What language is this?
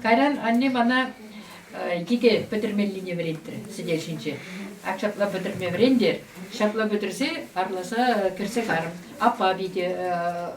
Chuvash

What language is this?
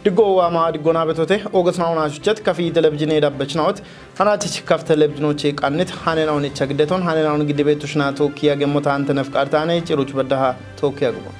Kafa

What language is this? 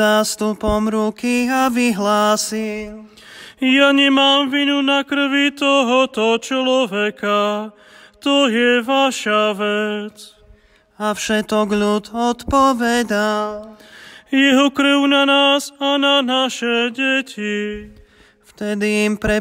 Slovak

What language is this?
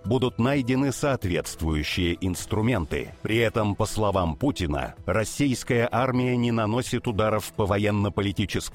Russian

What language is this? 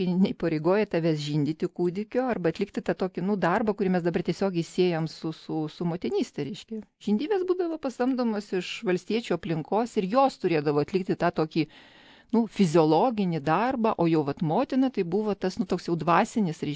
Lithuanian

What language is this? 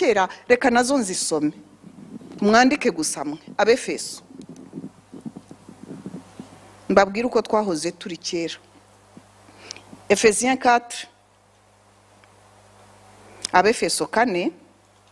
Kinyarwanda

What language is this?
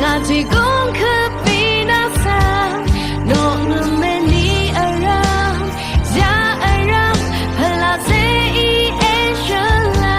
Rawang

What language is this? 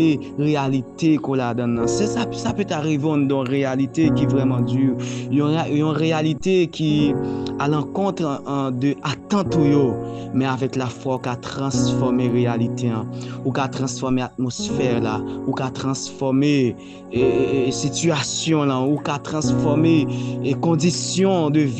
Haitian Creole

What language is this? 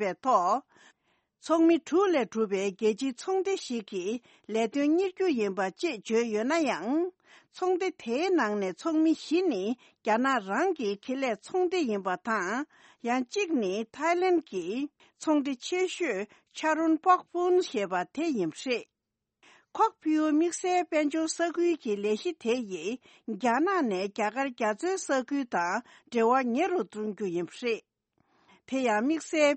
Tibetan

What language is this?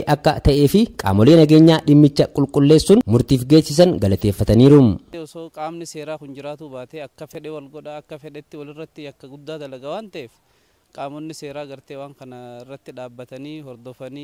Oromo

